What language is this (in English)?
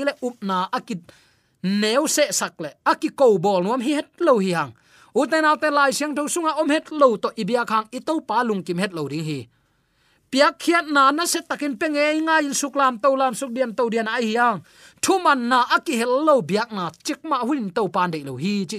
Tedim Chin